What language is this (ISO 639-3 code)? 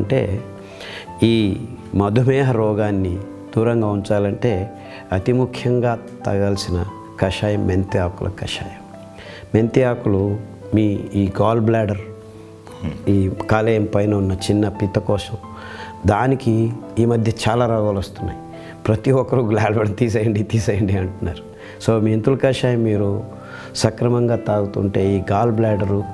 tel